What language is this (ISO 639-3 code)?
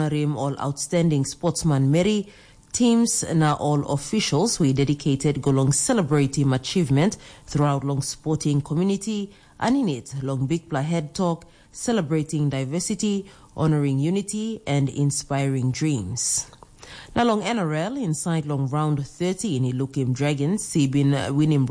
tpi